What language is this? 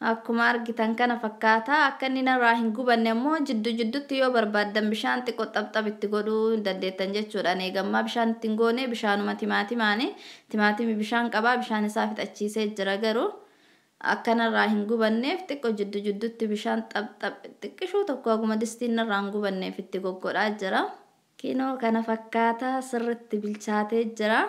Oromo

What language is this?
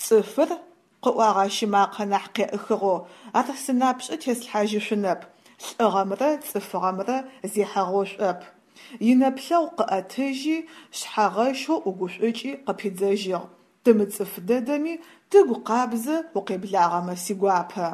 Adyghe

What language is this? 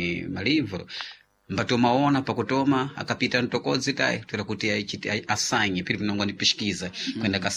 Sena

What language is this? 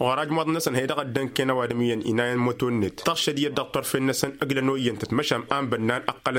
Tamasheq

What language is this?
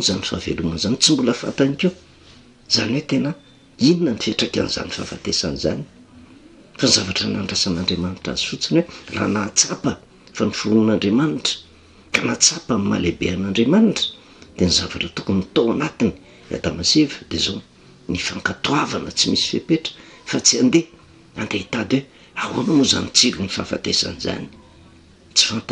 Malagasy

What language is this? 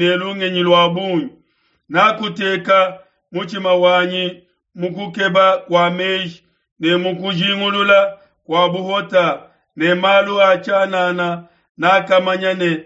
Luba-Lulua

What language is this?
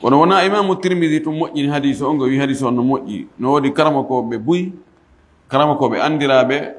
Fula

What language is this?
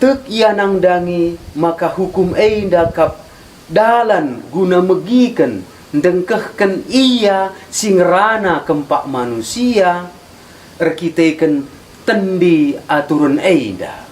Batak Karo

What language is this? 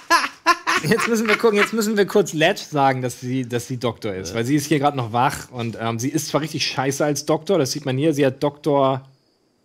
German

